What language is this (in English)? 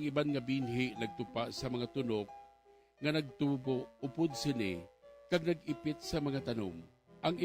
Hiligaynon